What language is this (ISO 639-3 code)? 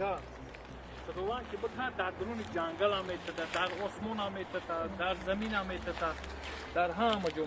tgk